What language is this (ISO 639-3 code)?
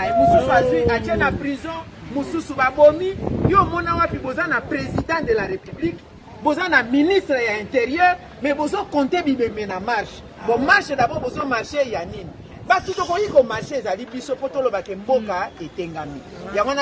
lin